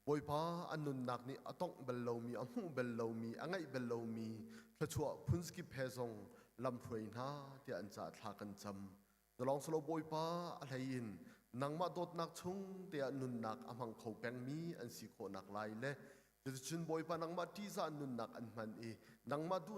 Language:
Hakha Chin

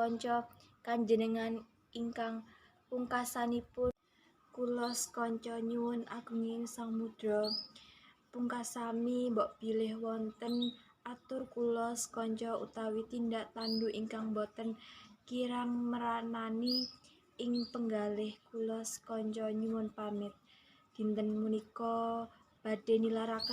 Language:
Javanese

